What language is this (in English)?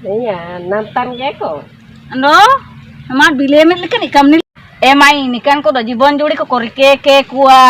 Ho